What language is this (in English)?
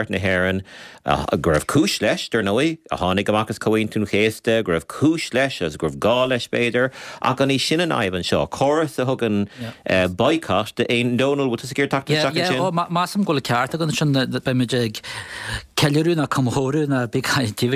Irish